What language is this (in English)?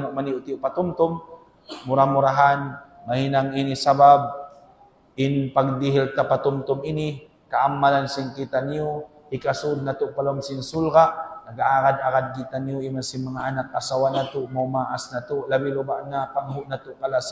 Tausug